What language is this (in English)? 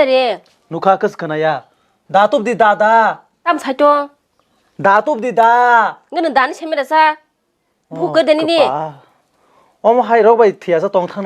Kok Borok